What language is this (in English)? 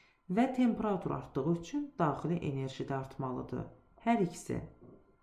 Azerbaijani